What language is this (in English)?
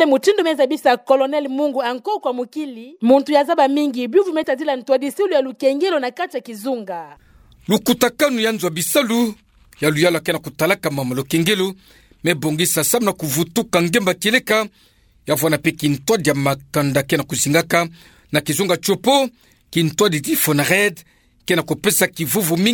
Kituba (Democratic Republic of Congo)